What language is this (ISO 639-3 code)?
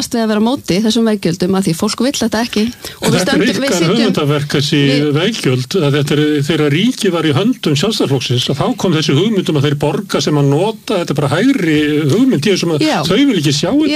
isl